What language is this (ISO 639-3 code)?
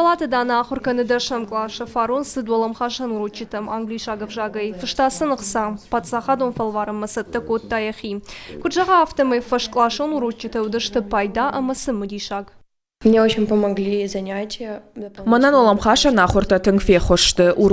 oss